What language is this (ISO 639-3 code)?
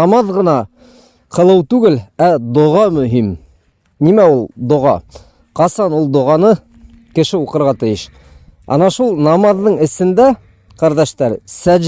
bak